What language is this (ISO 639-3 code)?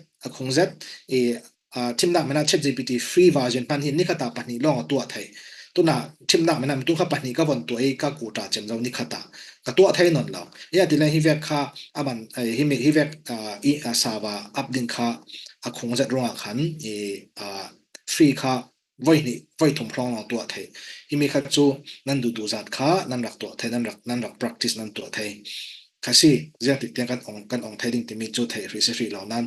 cfm